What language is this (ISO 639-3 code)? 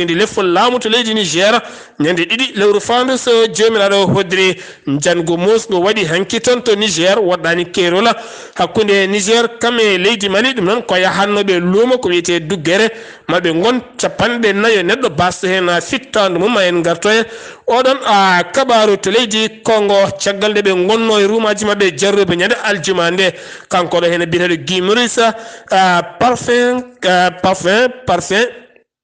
ful